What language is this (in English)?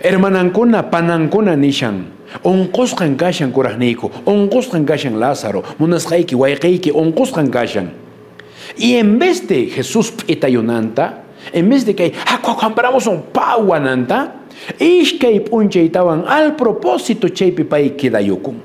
Quechua